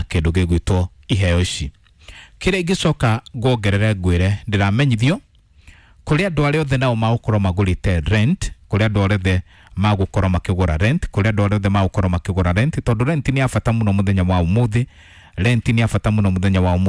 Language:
Kikuyu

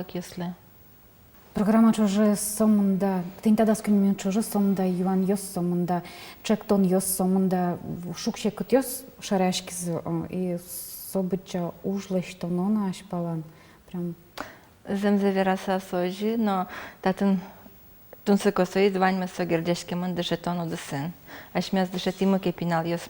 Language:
Udmurt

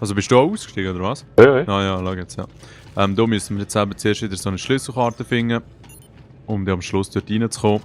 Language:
Swiss German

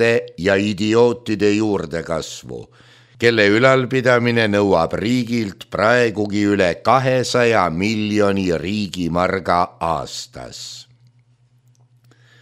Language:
Estonian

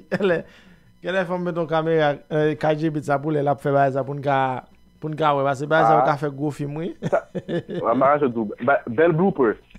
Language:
Haitian Creole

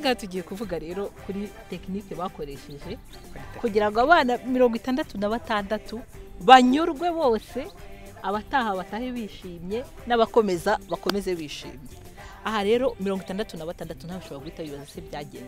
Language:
Kinyarwanda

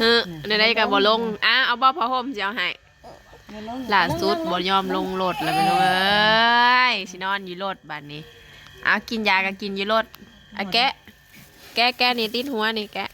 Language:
Northeastern Thai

